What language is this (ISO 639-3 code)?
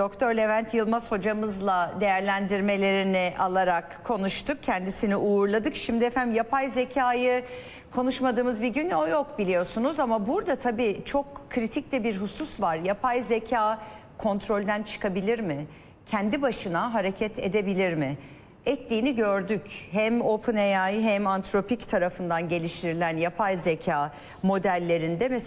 tur